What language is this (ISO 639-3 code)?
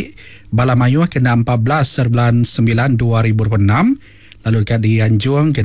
iba